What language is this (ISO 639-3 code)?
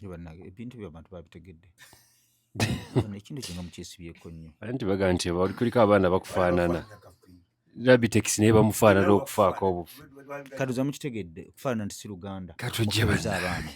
lug